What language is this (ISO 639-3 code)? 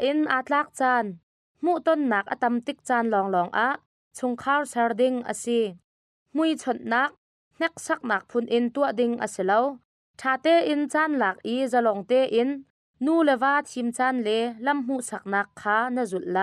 cnh